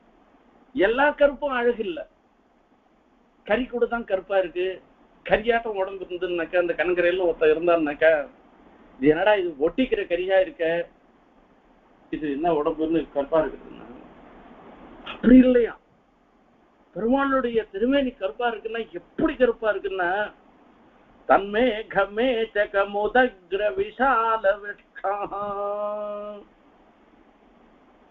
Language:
Tamil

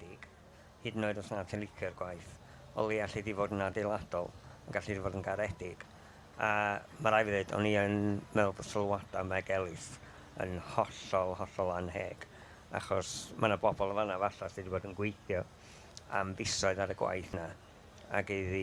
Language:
Welsh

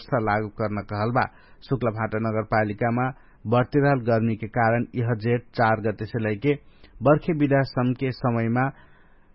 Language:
Dangaura Tharu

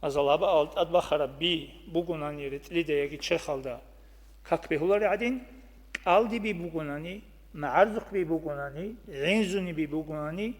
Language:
Avaric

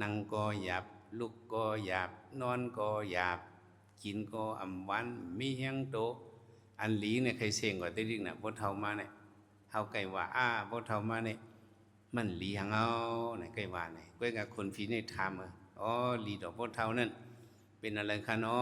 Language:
Shan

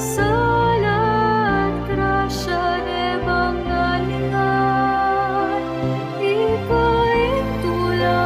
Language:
Pampanga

